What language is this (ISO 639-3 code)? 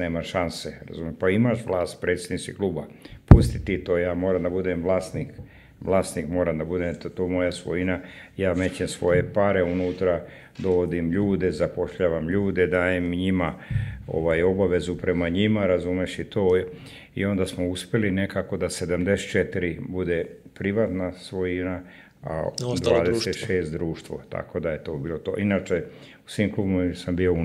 srp